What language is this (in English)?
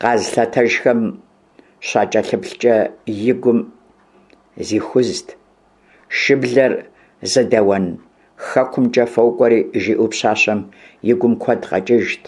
Kabardian